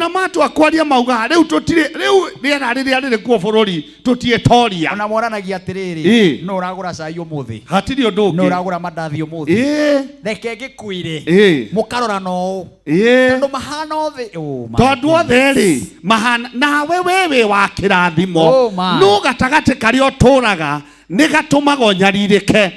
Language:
Kikuyu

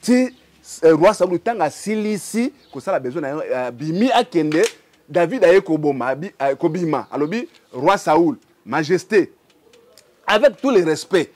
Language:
Lingala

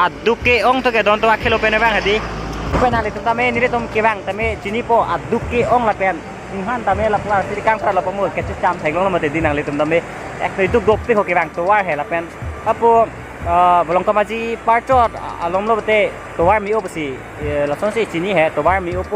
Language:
Karbi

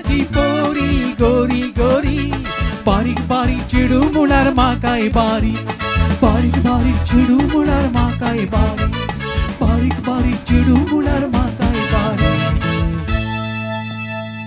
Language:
Konkani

